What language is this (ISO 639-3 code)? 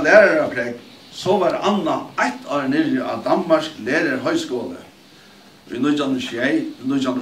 fao